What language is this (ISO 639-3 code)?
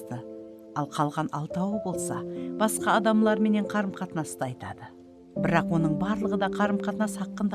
kaa